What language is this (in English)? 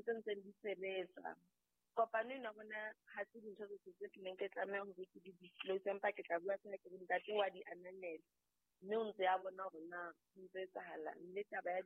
Southern Sotho